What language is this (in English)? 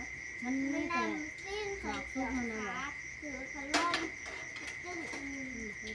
Northeastern Thai